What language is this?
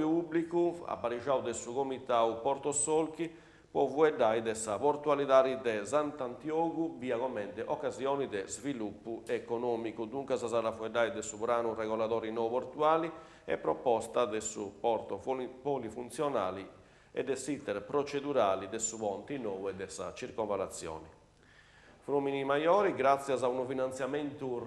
Sardinian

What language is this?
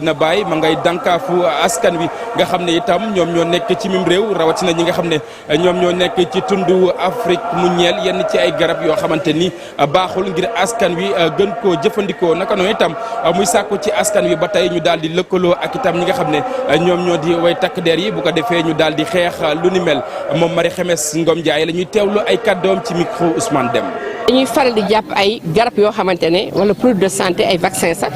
Wolof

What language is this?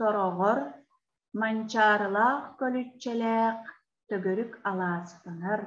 Yakut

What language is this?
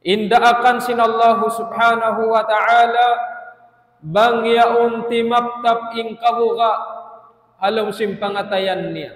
Tausug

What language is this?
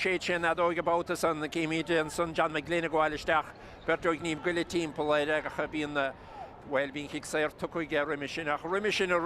Irish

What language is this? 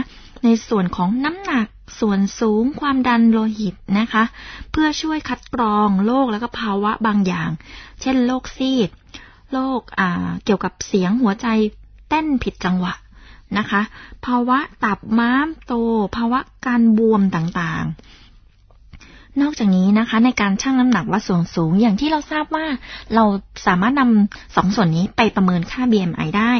Thai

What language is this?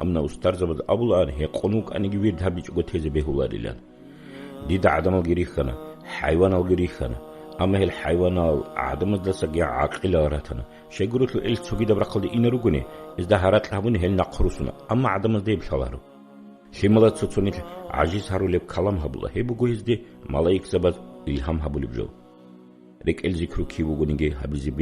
Avaric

